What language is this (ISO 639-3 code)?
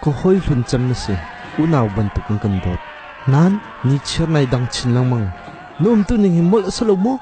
cnh